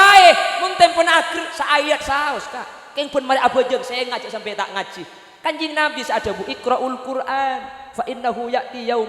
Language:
Madurese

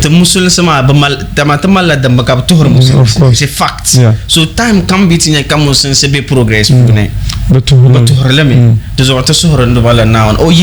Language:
Dagbani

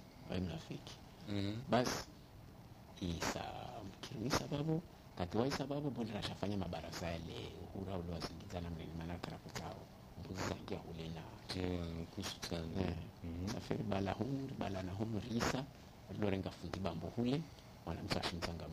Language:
Swahili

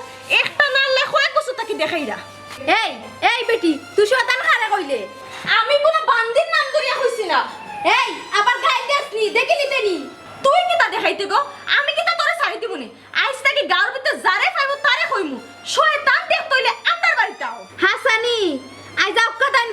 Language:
Sylheti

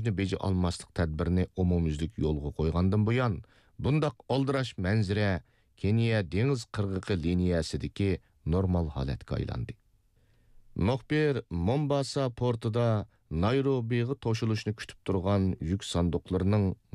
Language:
Uyghur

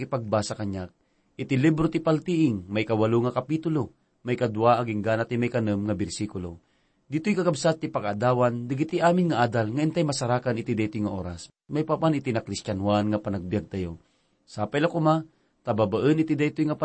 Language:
Iloko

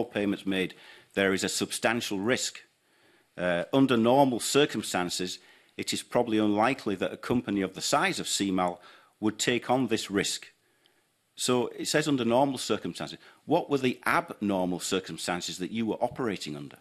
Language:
English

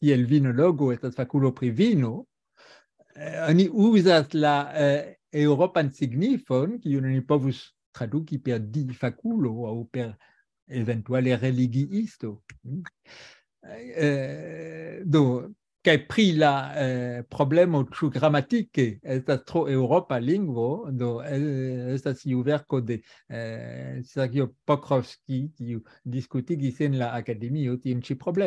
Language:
Esperanto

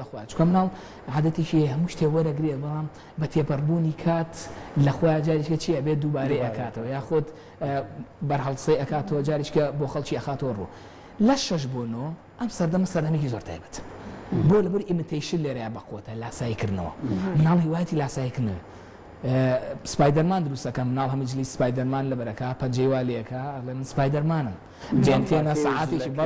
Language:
Central Kurdish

